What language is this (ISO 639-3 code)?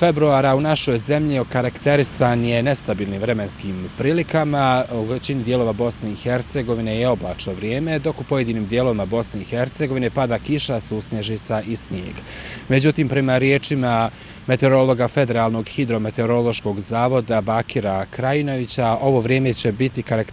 bos